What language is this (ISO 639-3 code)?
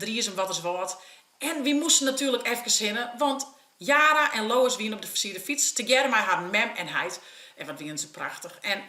fry